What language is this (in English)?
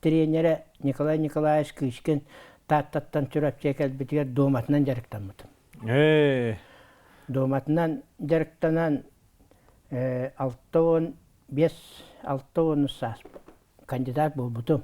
Yakut